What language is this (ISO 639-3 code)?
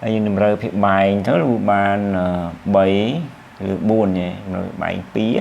khm